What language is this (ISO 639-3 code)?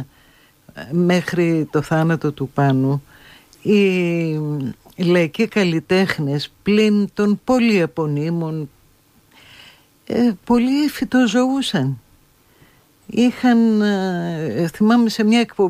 ell